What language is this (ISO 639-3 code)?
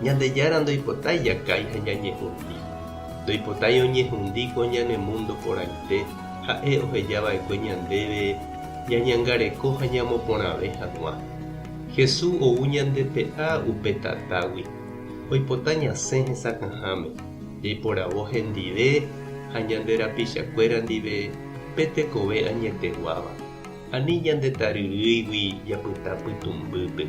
grn